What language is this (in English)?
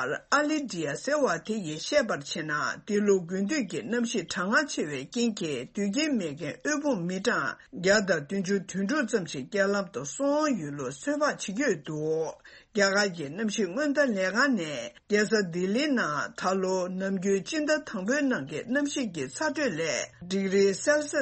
Tibetan